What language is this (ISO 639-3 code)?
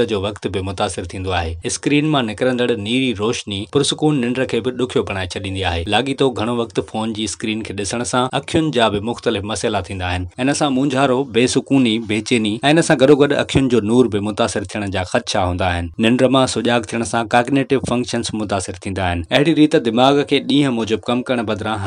snd